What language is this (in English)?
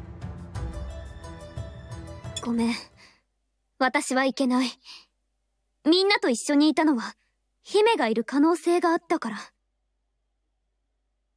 Japanese